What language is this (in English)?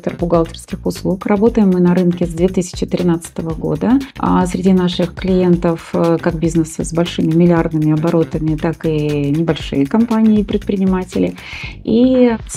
Russian